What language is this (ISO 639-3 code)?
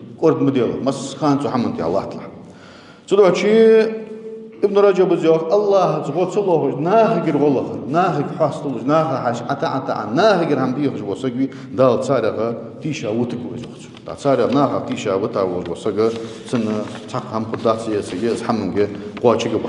inh